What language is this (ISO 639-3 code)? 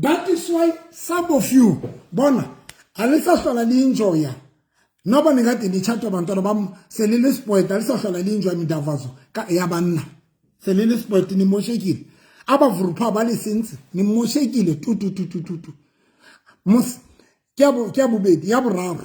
sot